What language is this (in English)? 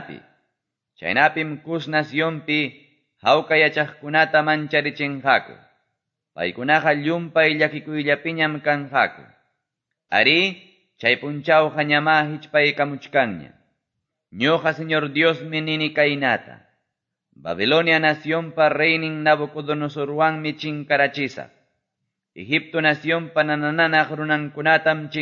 Quechua